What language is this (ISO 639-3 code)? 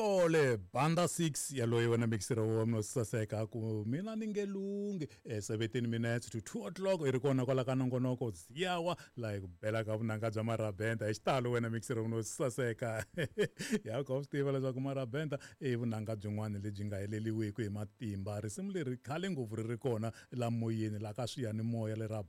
tso